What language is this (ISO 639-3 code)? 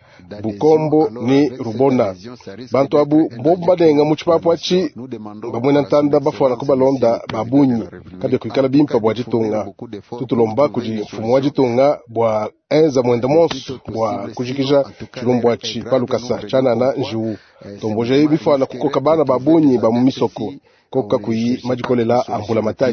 lua